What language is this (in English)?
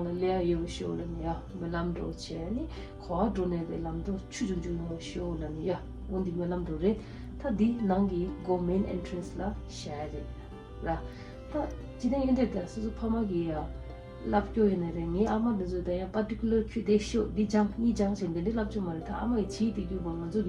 Tibetan